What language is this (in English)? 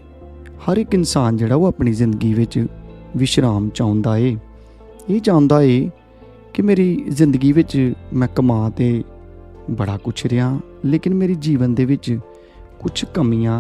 Dogri